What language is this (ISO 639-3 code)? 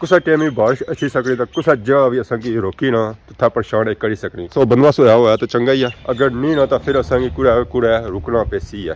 phr